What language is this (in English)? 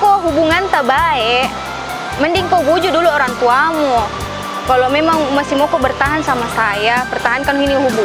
Makassar Malay